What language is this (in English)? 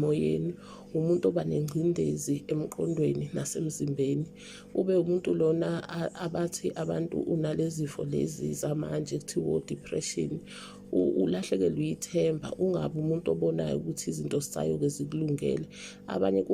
Zulu